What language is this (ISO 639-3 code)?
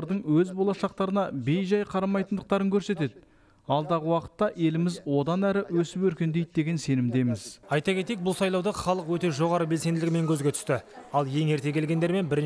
kaz